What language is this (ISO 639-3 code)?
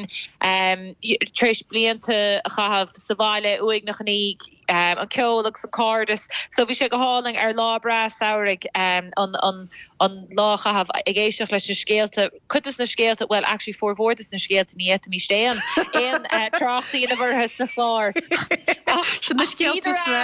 gle